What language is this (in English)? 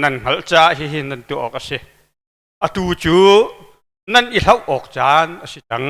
Hakha Chin